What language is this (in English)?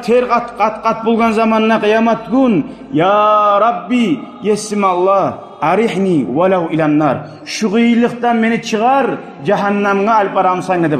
Kumyk